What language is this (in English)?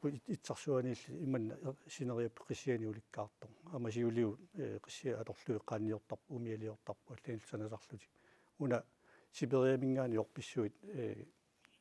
Kalaallisut